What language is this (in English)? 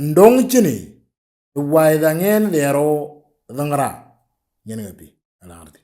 Moro